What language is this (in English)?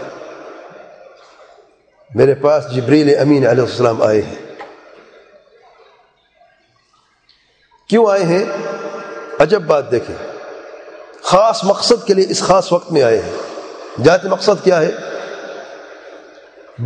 Urdu